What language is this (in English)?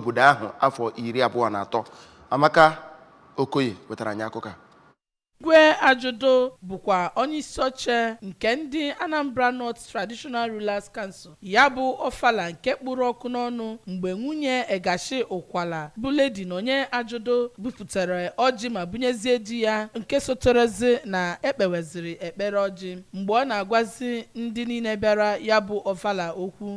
Igbo